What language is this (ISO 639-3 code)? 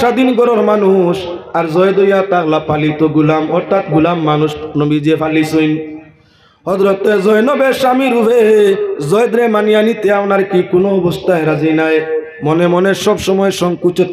syl